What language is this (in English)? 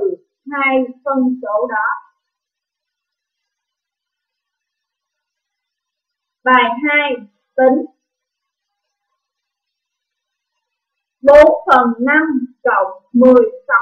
Vietnamese